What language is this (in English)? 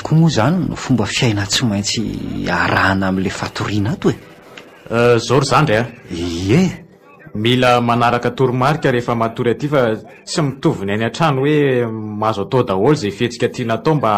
Malagasy